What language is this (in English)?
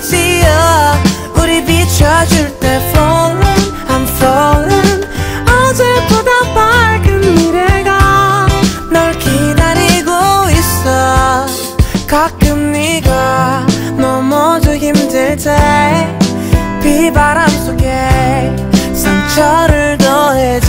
Korean